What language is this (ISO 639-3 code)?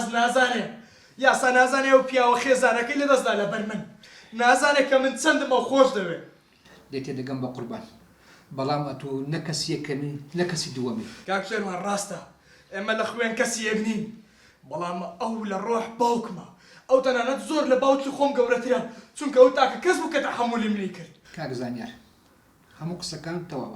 ckb